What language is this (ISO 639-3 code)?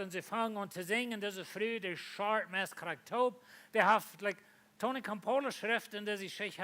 pdt